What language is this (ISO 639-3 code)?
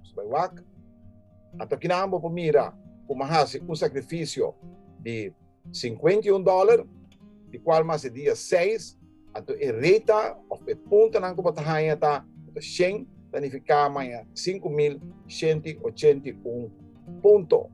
pap